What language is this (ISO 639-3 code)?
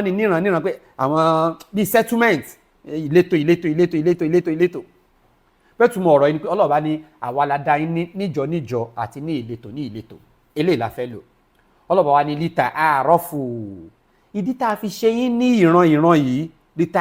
yor